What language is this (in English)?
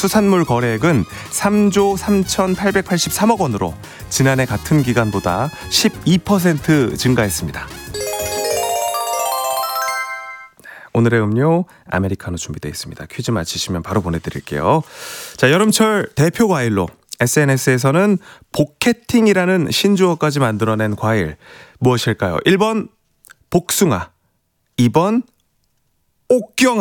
Korean